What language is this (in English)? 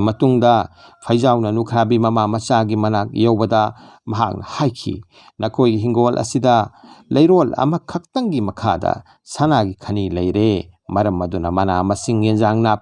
Manipuri